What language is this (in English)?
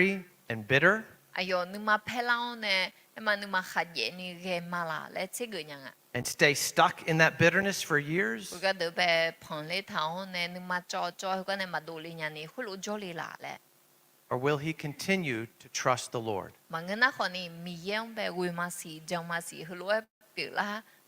Akha